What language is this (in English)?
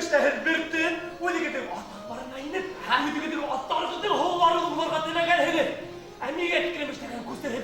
Bashkir